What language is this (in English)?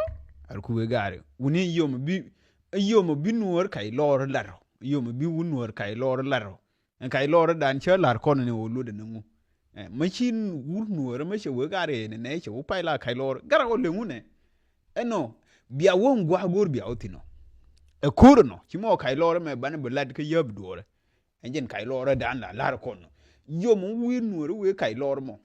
Nuer